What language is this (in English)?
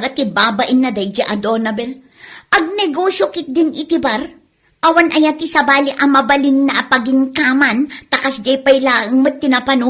Iloko